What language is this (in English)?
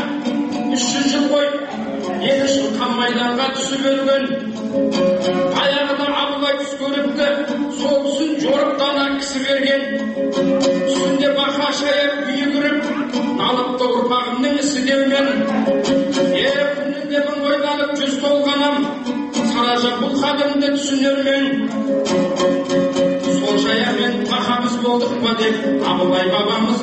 Kazakh